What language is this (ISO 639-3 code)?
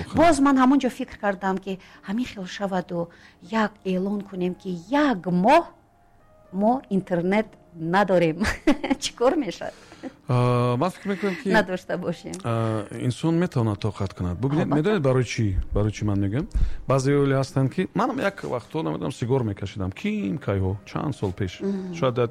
tgk